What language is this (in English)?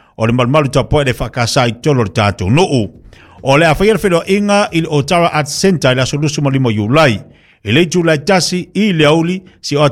Samoan